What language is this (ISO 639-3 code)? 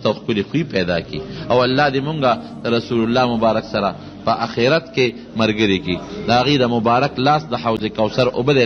pus